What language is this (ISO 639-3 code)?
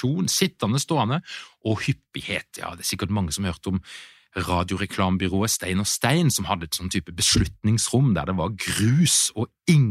nor